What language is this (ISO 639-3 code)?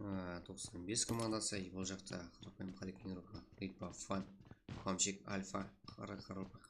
kaa